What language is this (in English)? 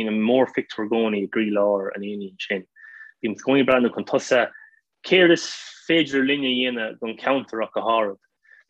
Irish